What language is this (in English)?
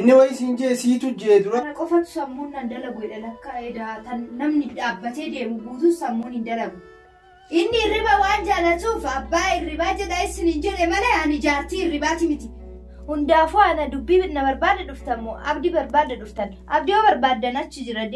Oromo